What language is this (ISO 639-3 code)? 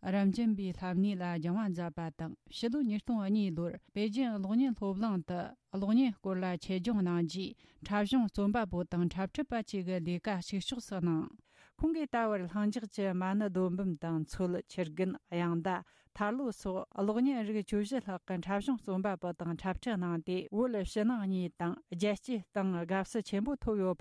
bod